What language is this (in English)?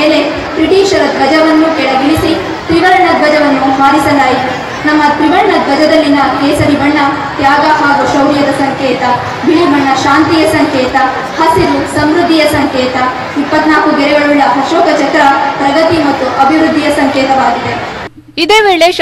Kannada